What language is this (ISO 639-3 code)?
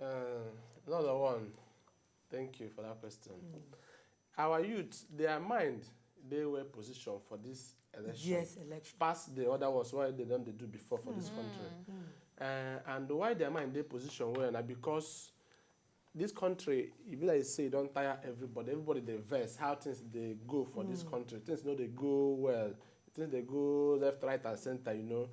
pcm